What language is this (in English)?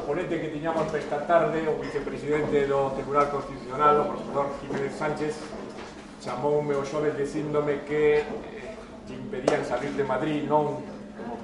Galician